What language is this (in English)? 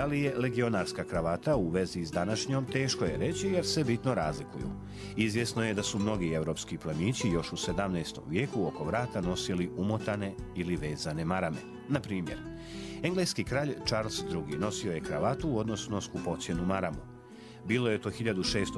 Serbian